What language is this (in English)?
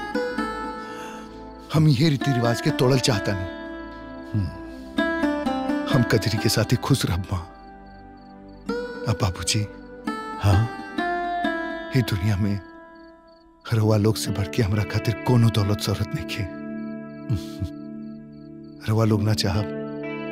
Bhojpuri